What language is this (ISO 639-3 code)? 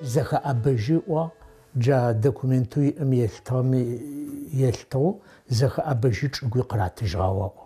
ady